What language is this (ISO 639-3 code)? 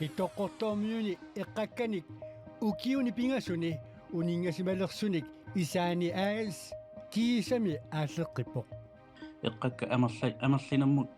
kal